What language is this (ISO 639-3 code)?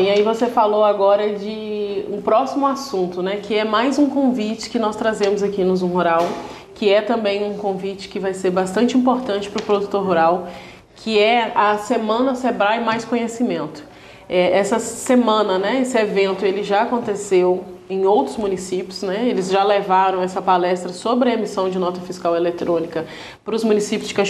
por